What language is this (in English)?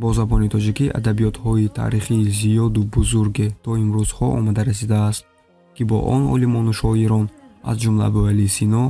Tajik